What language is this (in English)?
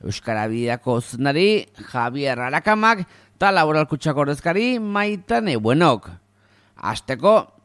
Basque